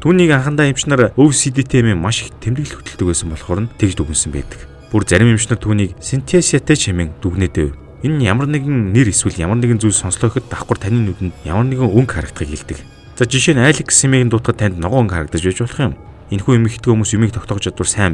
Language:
Mongolian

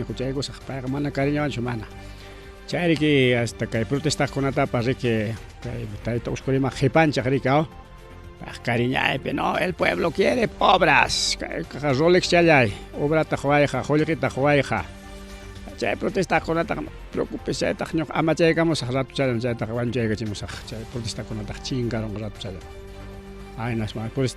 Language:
Ayacucho Quechua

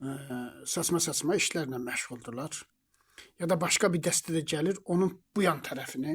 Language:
Azerbaijani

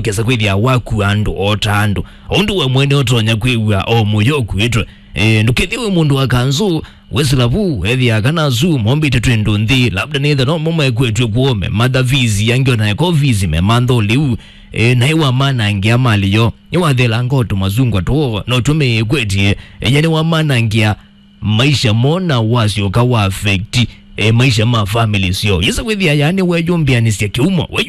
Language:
Kamba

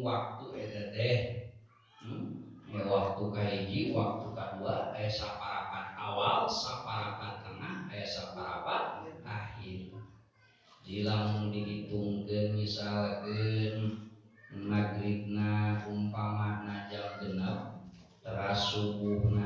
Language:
Sundanese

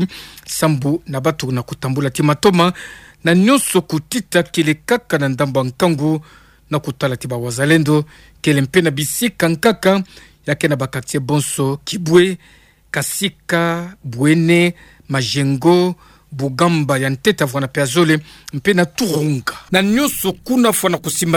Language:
Kituba (Democratic Republic of Congo)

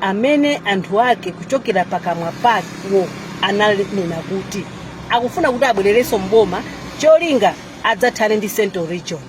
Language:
Nyanja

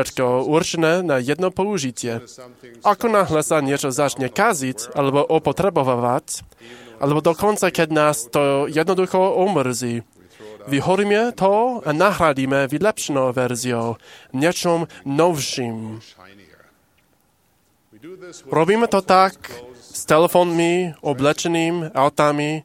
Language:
Slovak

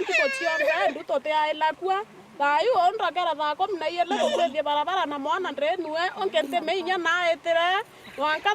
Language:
Meru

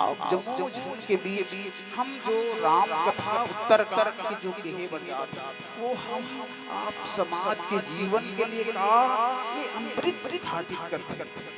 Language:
Chhattisgarhi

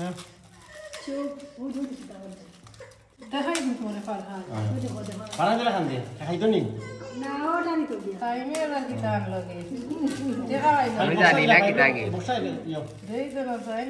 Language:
Sylheti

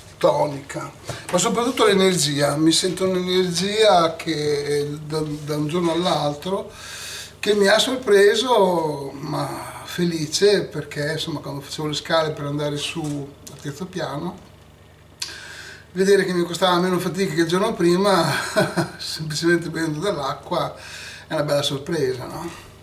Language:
Italian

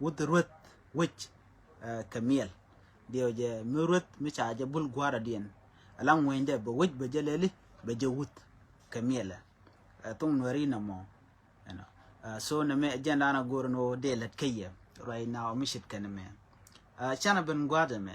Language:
Nuer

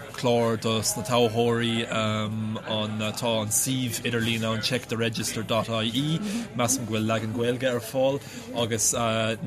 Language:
Irish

